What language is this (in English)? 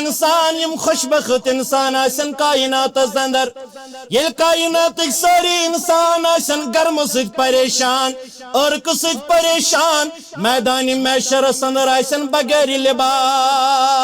Kashmiri